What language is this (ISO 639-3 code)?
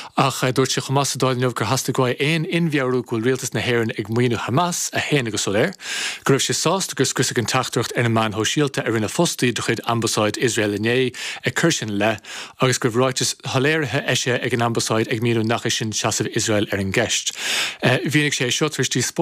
gle